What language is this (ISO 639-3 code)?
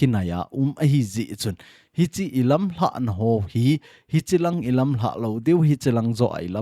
tcz